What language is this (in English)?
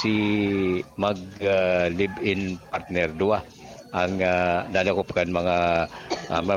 Bikol